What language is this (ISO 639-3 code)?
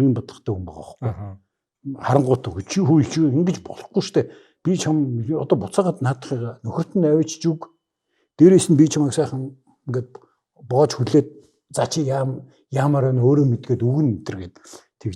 mon